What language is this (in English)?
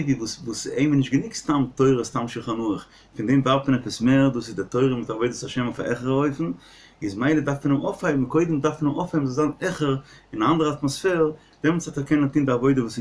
Yiddish